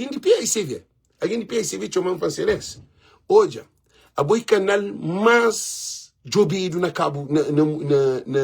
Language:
Kabuverdianu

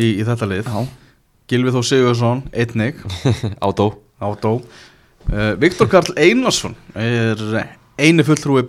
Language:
Icelandic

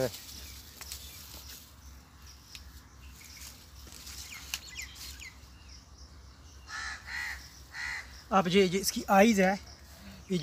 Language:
Hindi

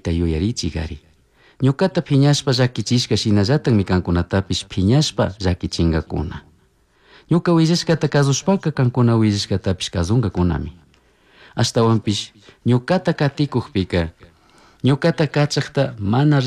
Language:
Chimborazo Highland Quichua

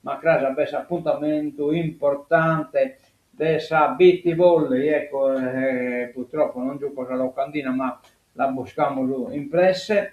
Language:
Sardinian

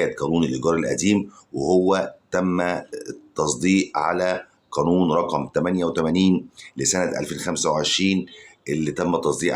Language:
Egyptian Arabic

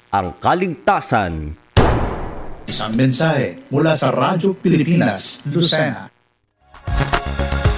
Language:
Filipino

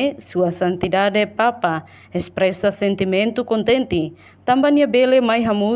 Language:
Tetum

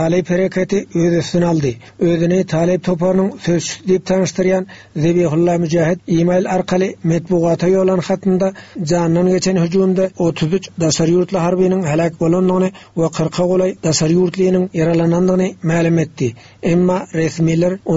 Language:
Turkmen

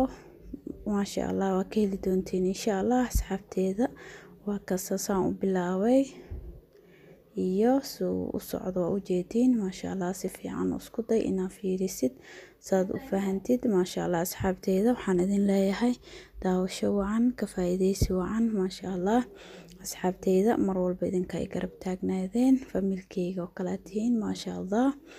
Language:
Somali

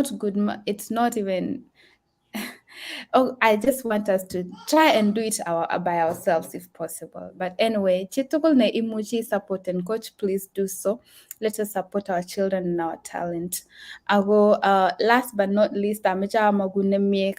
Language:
Kalenjin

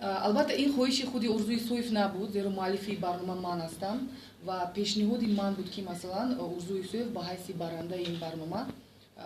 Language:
Tajik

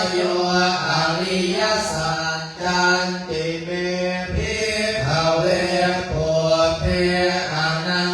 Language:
Pali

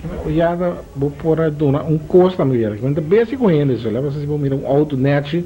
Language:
Papiamento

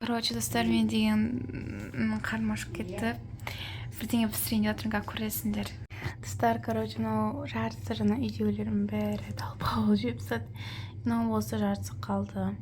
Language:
Kazakh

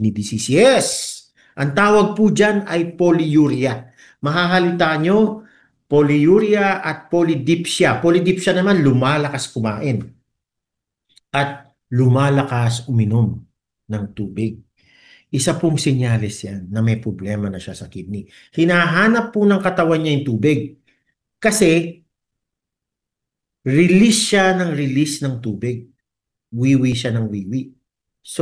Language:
Filipino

